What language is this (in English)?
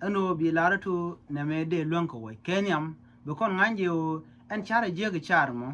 Nuer